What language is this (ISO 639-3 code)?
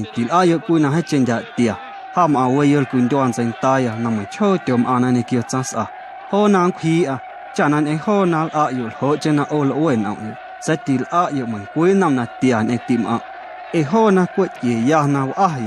amu